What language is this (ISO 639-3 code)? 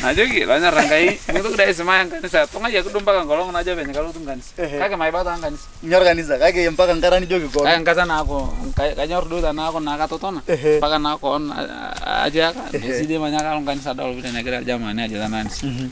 mas